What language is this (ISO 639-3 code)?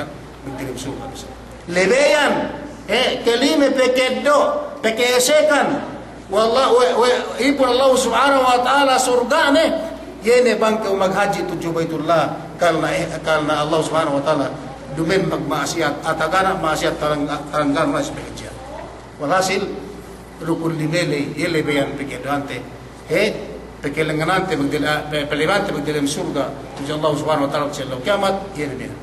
yka